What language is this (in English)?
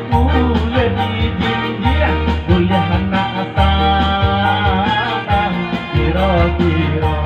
Minangkabau